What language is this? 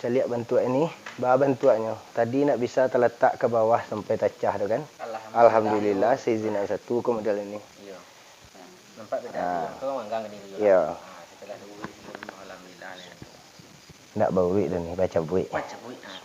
Minangkabau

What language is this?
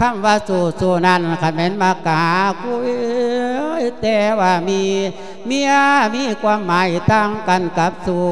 Lao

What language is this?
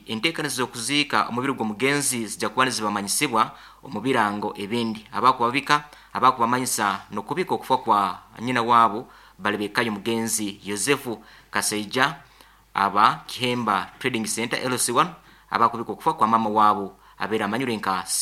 Nyankole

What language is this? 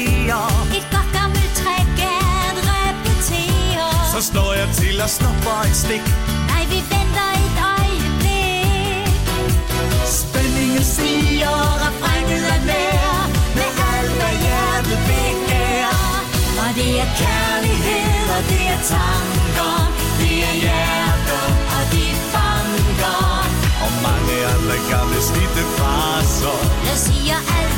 Danish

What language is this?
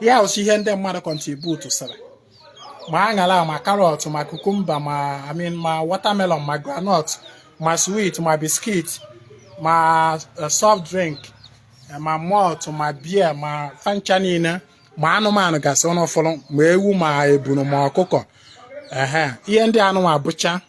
Igbo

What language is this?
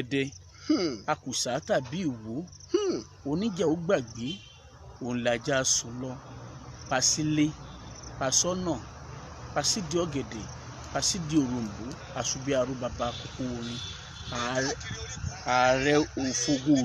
Yoruba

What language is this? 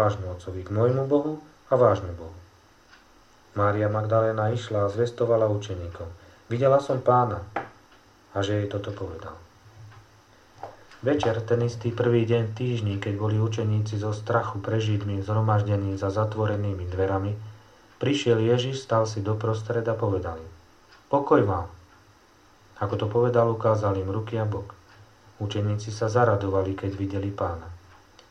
Slovak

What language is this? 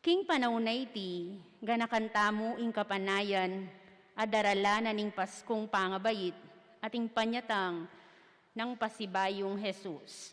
Pampanga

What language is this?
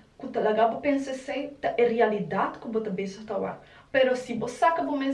Papiamento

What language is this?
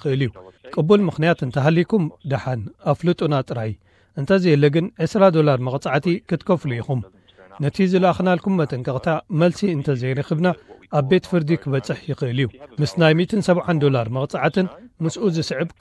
Tigrinya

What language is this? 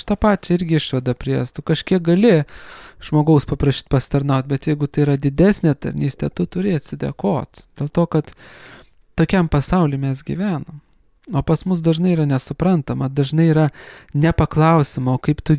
Lithuanian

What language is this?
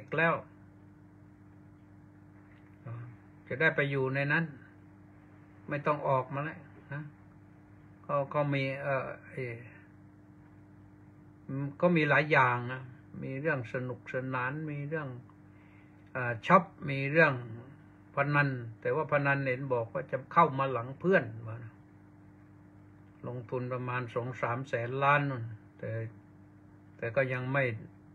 Thai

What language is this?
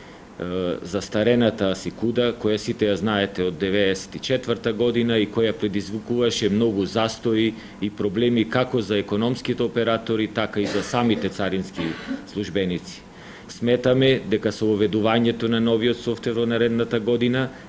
Macedonian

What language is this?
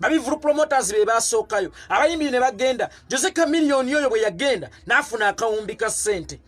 Ganda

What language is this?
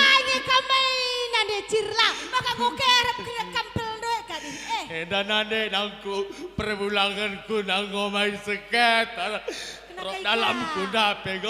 Batak Karo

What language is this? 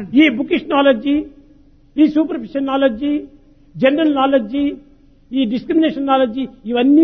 Telugu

